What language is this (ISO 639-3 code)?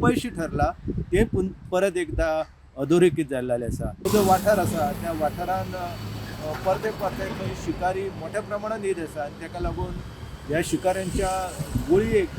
kok